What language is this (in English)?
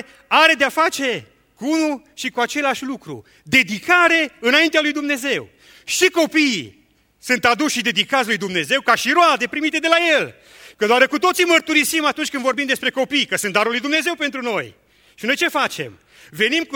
Romanian